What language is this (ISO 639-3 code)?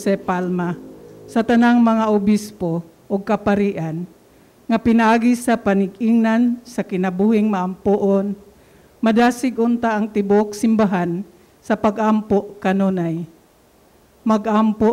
ceb